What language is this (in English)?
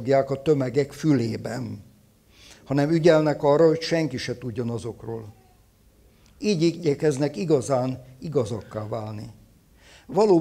Hungarian